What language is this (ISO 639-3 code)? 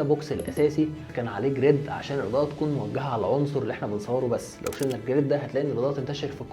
arz